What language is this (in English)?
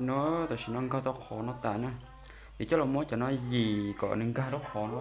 Hmong